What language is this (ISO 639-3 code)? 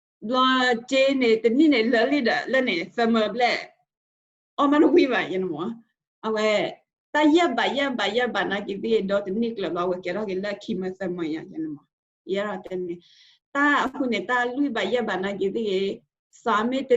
ksw